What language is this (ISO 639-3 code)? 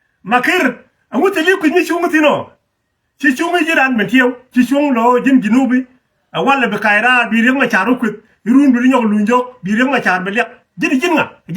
nus